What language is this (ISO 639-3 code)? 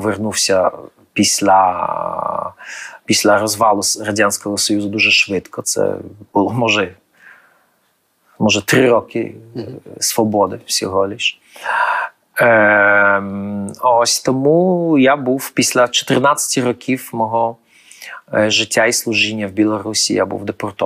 ukr